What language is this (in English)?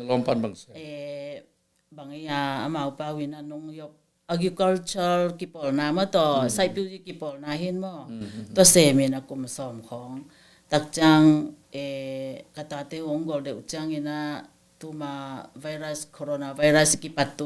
Tedim Chin